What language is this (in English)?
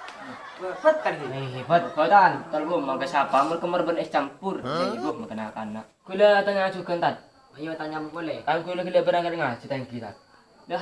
Madurese